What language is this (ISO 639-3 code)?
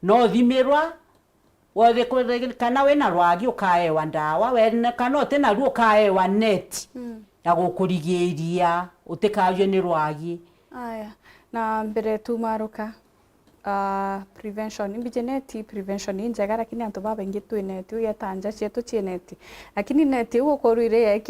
mer